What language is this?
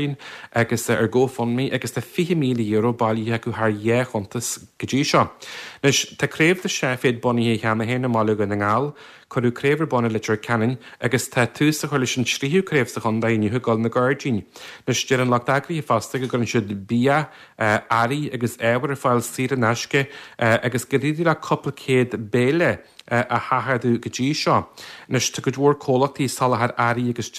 Irish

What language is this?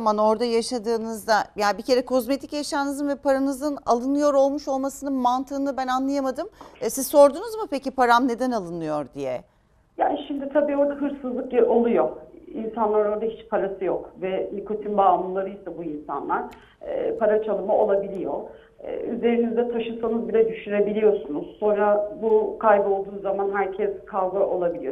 Turkish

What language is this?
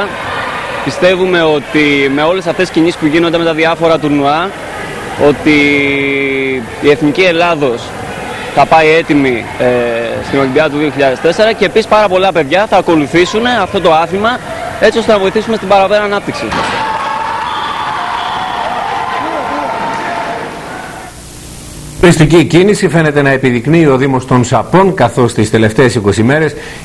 Greek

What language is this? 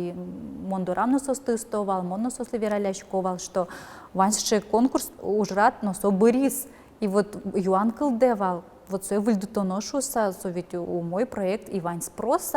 Udmurt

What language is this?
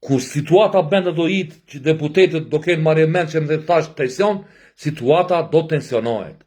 Albanian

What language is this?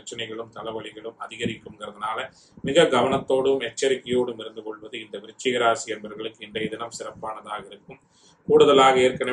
Tamil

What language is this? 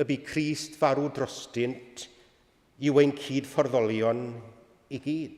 Welsh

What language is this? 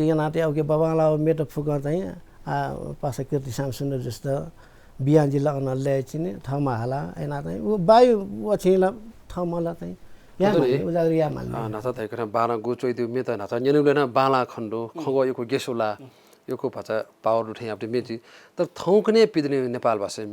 Newari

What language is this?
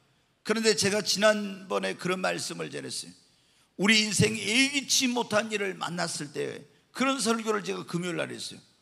Korean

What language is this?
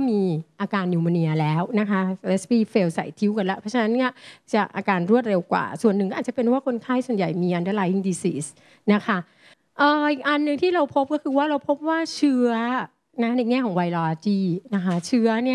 Thai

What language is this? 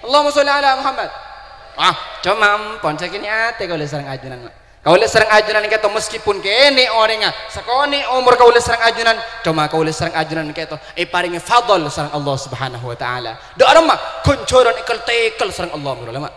Madurese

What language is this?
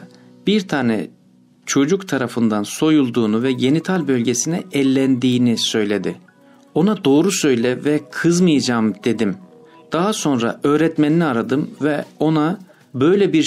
Turkish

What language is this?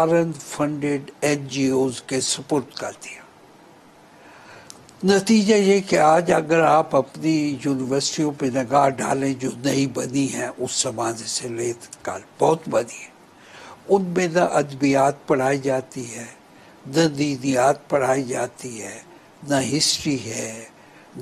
Urdu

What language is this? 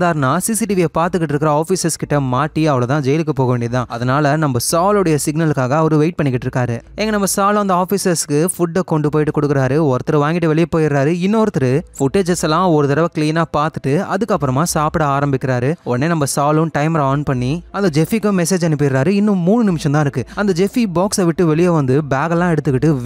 Tamil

